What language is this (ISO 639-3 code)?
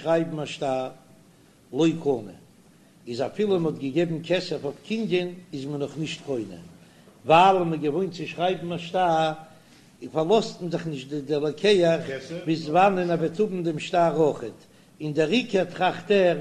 yid